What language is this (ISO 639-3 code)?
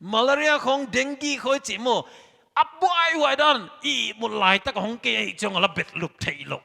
pck